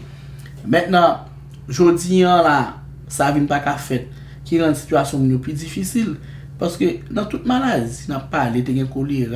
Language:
Haitian Creole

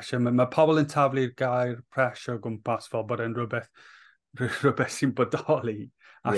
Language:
Welsh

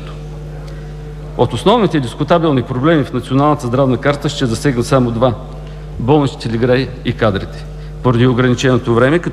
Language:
Bulgarian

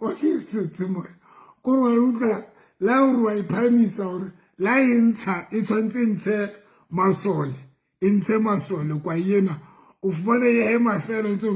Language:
Southern Sotho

